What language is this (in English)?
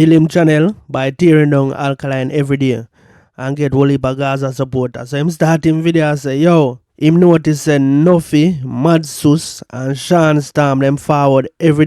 Jamaican Creole English